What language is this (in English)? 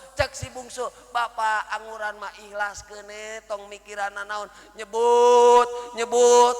Sundanese